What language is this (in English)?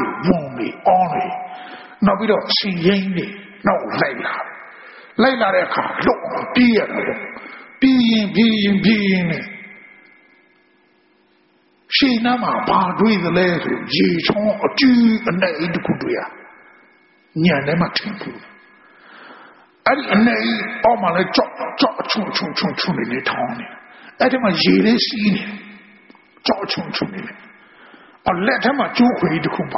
Burmese